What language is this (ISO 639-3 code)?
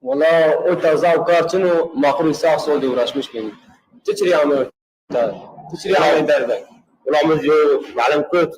zza